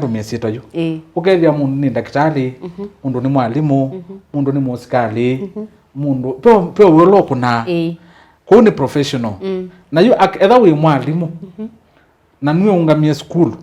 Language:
Kamba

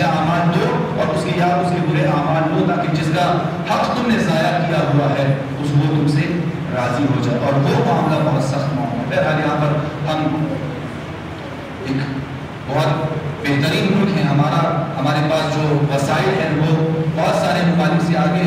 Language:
Urdu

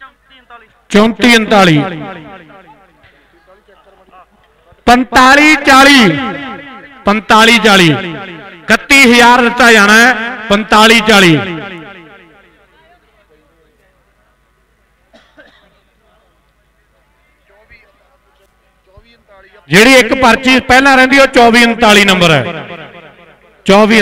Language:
Punjabi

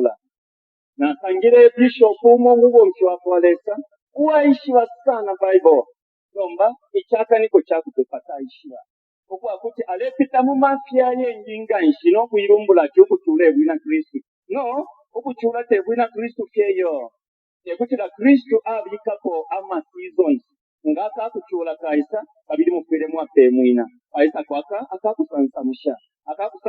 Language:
Bemba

